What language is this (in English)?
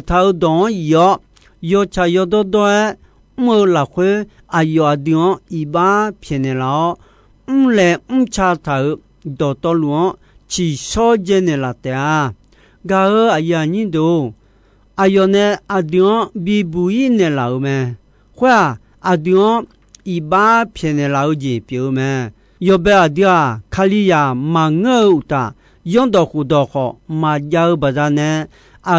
Akha